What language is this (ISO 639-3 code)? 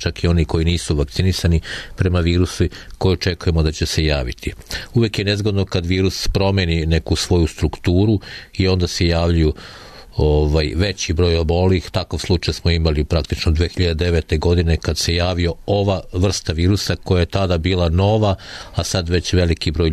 srp